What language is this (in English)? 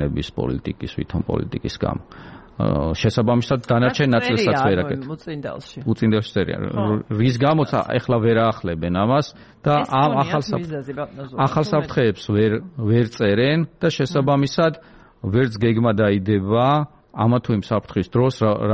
Georgian